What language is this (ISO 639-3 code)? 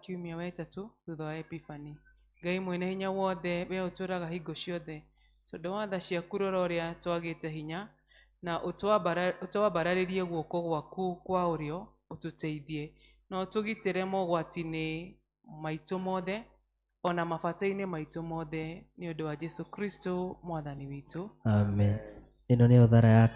kik